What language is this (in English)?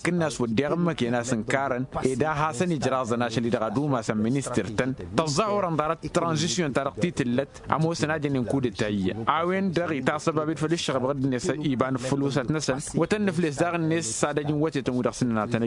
Tamasheq